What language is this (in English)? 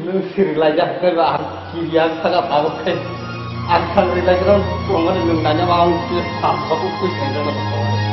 Kok Borok